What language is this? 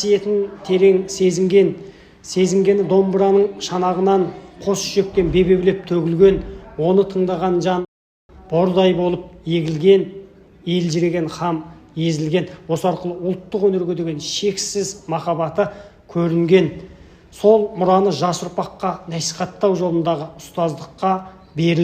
Kazakh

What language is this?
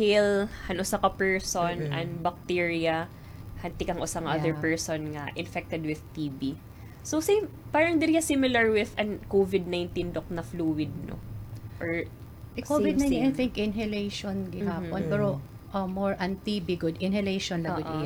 Waray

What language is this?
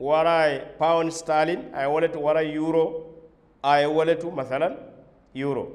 Mandingo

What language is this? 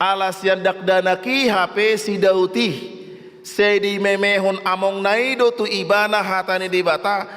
Batak Toba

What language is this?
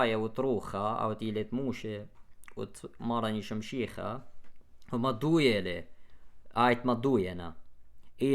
Assyrian Neo-Aramaic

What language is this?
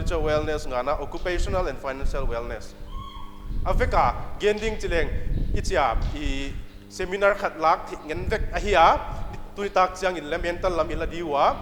Paite Chin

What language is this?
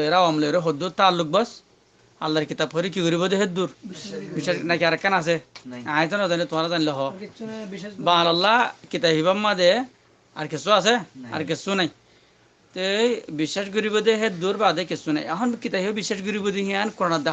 Rohingya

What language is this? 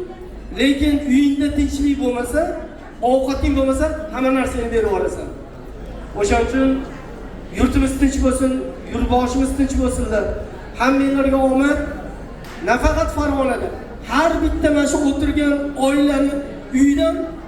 Uzbek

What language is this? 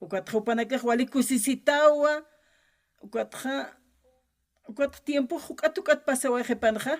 Aymara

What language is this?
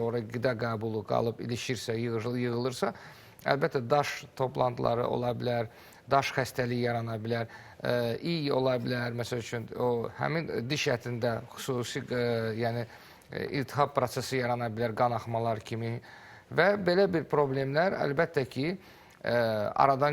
Azerbaijani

